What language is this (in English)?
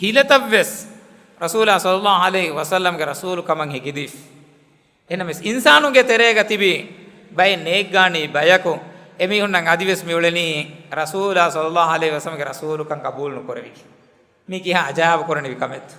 Divehi